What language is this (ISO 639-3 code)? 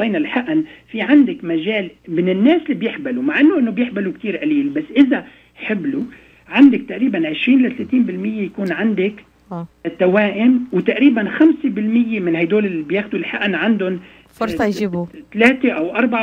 apc